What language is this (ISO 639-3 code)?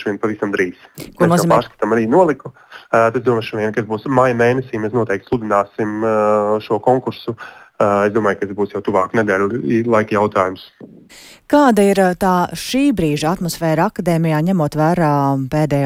lav